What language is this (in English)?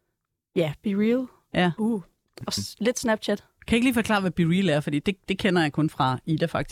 Danish